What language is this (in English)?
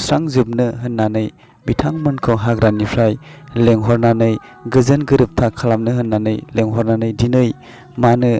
Bodo